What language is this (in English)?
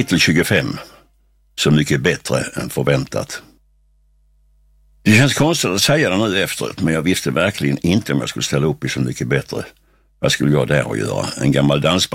Swedish